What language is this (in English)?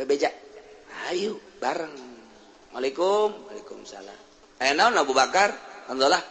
Sundanese